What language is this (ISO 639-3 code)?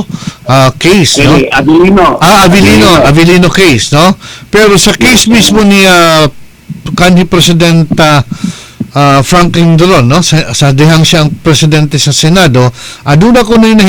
ceb